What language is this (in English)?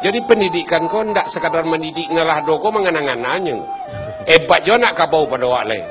Minangkabau